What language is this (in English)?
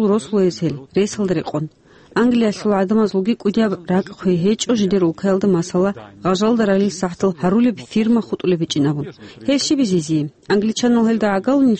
Avaric